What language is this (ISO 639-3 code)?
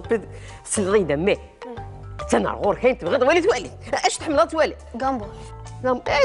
kab